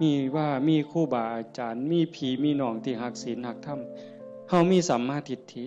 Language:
Northeastern Thai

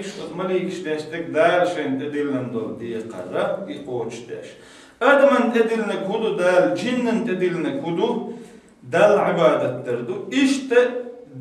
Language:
Chechen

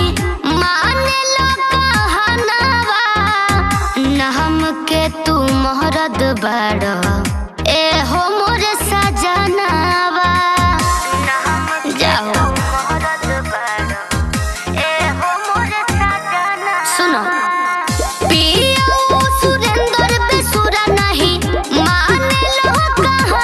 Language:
Bhojpuri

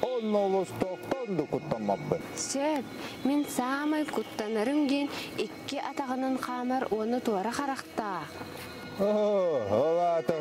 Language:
Yakut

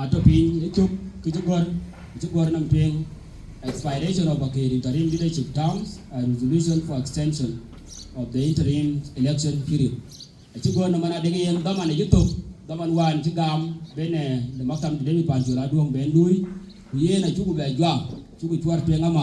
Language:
Dinka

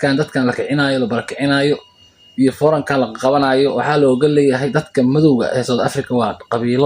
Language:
Somali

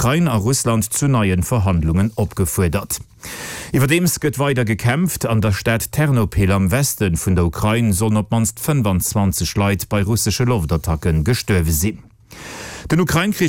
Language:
Luxembourgish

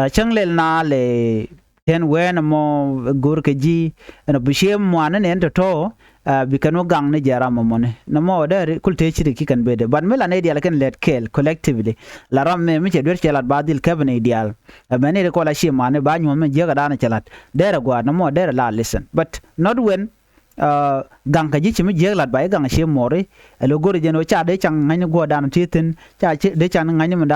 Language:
Nuer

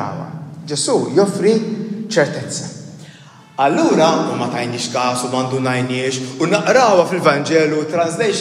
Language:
Maltese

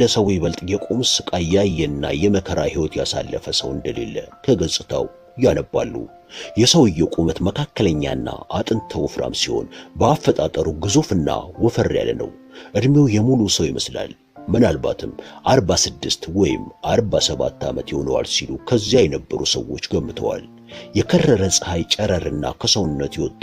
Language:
Amharic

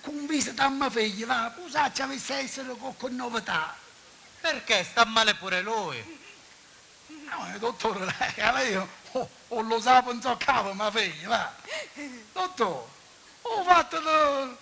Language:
Sicilian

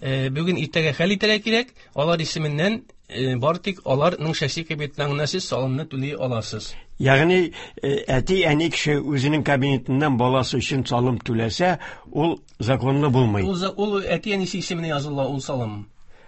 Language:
Tatar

